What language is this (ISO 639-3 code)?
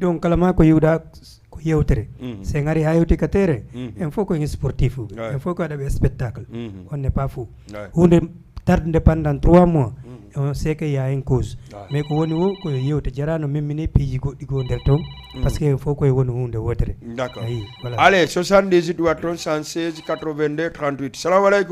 ful